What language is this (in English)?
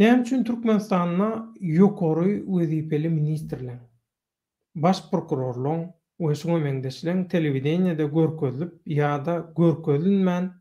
Turkmen